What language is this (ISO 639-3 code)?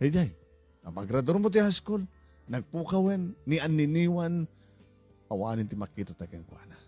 ilo